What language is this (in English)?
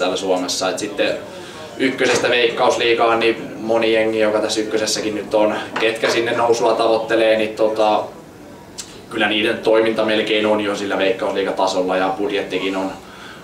Finnish